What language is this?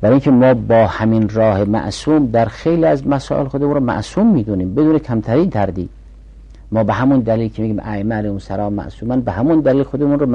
Persian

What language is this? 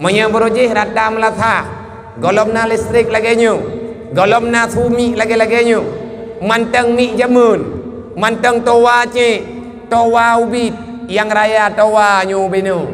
Achinese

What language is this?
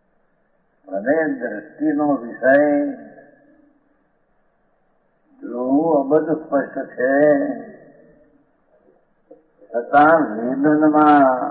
Gujarati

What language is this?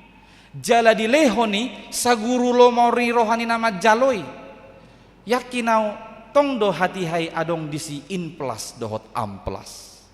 Batak Toba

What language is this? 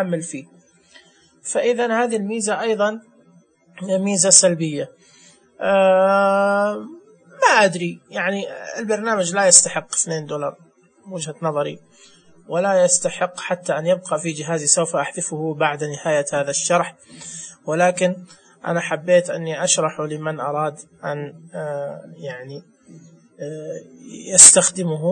Najdi Arabic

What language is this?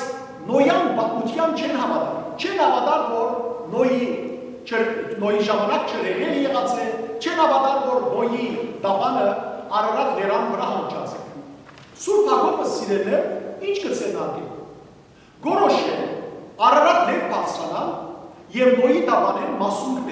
Western Armenian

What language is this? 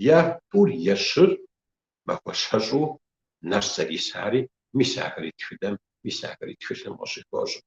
Kabardian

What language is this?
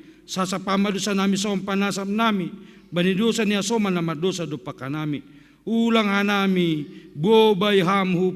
Batak Simalungun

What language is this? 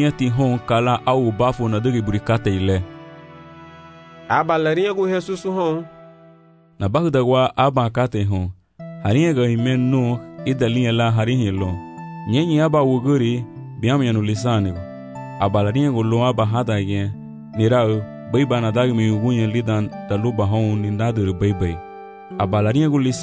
Garifuna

